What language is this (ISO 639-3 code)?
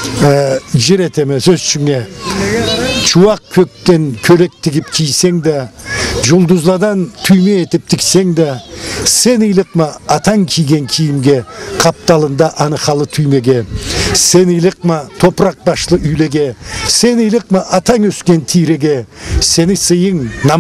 krc